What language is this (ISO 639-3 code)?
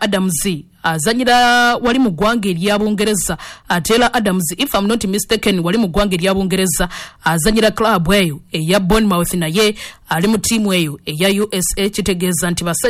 lug